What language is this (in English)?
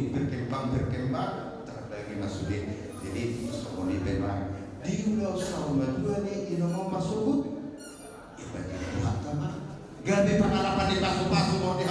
Batak Toba